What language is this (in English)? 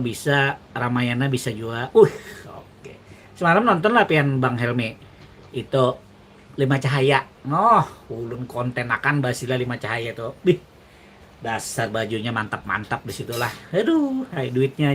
Banjar